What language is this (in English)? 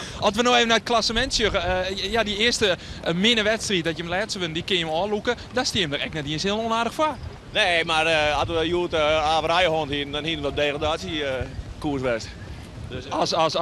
Western Frisian